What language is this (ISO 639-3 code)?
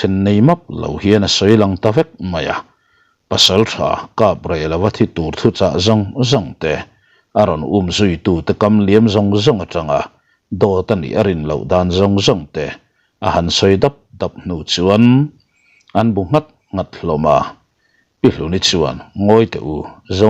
lus